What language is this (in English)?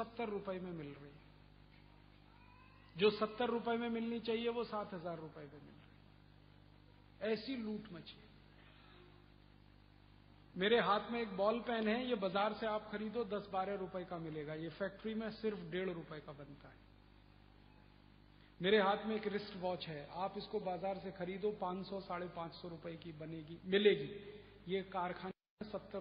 Hindi